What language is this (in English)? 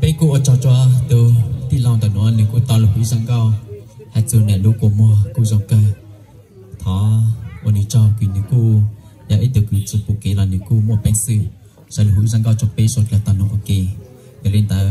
Hmong